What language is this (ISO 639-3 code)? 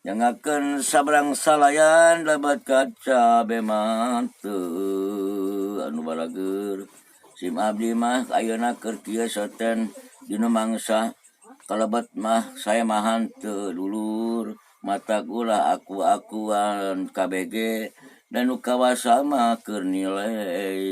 sun